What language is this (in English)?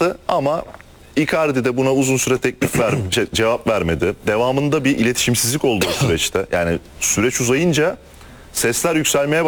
Turkish